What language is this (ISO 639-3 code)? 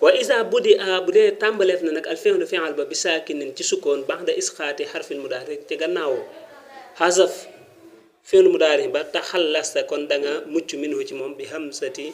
wol